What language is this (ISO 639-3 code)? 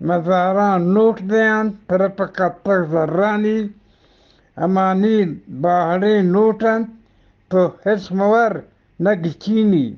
bgp